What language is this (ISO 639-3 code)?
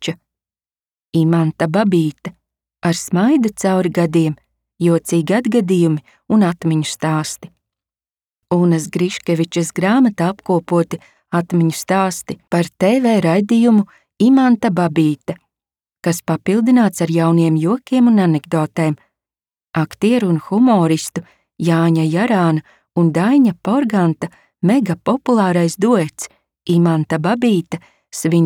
lav